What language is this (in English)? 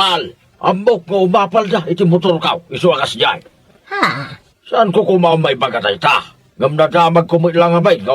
Iloko